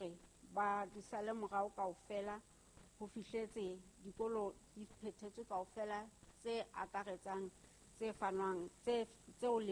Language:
Southern Sotho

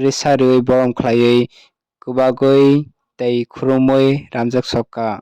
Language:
Kok Borok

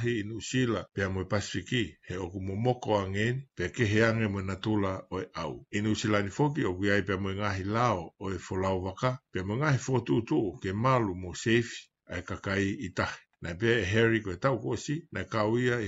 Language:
Tongan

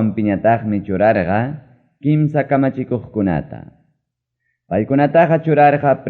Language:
Ayacucho Quechua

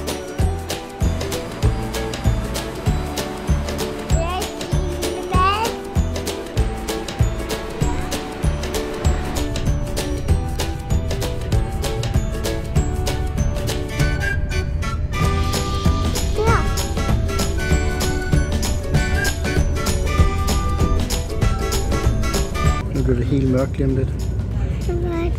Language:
Danish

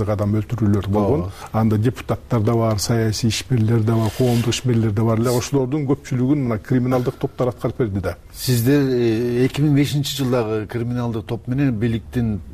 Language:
Kyrgyz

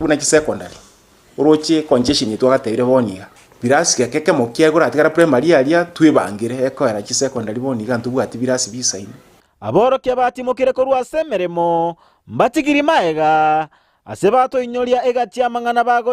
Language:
Gusii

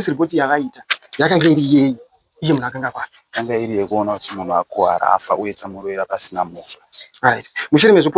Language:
Shona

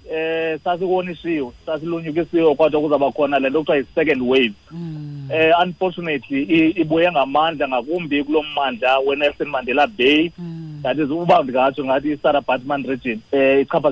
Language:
Xhosa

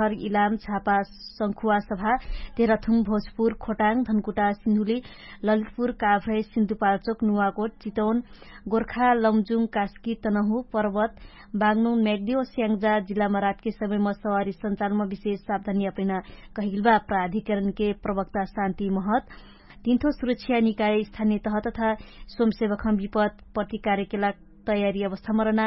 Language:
Dangaura Tharu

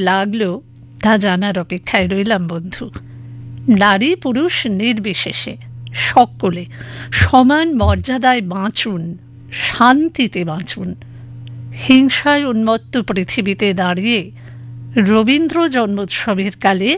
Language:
Bangla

